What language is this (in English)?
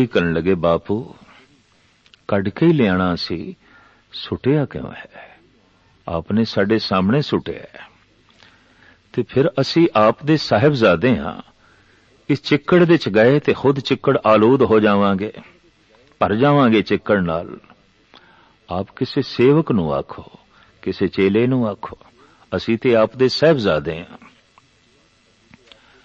Punjabi